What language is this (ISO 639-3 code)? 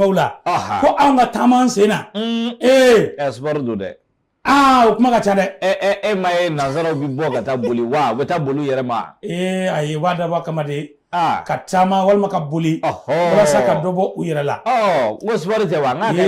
bam